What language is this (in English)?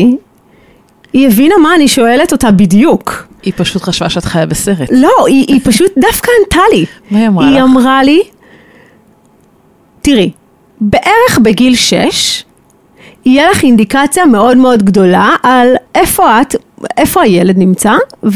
Hebrew